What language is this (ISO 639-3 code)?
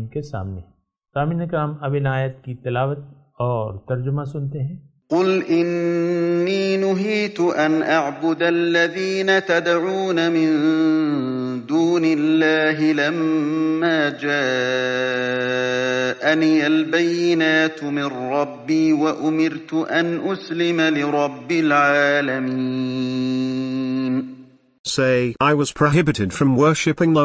urd